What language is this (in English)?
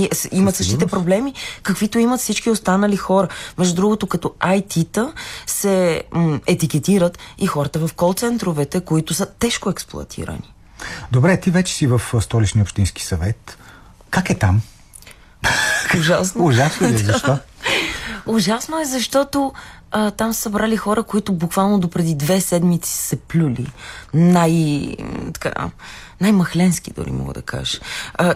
Bulgarian